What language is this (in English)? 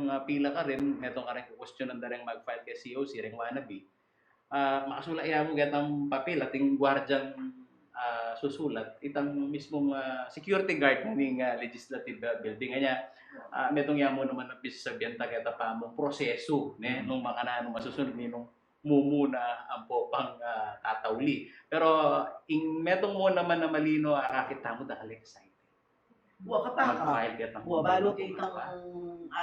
Pampanga